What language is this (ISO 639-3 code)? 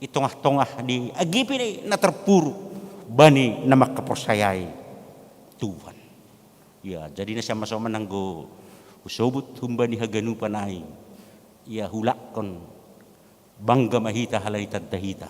bts